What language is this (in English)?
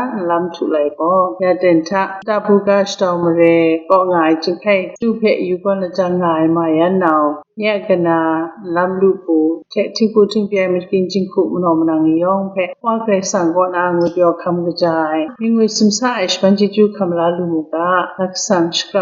Kachin